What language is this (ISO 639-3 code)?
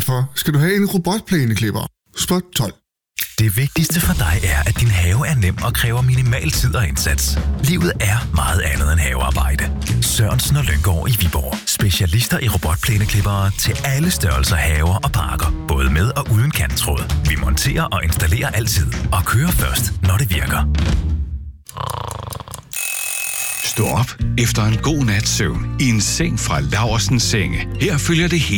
dan